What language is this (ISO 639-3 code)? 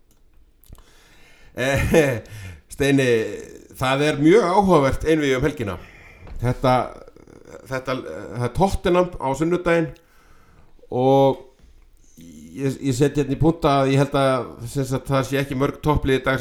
isl